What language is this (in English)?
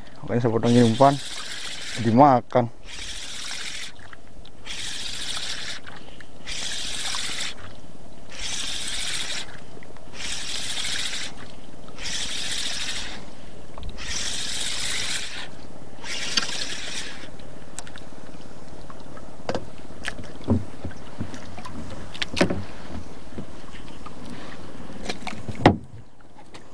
Indonesian